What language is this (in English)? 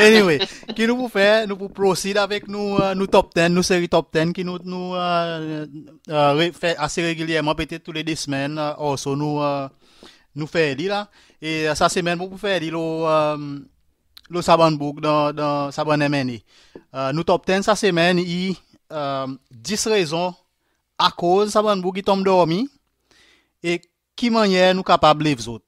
Seselwa Creole French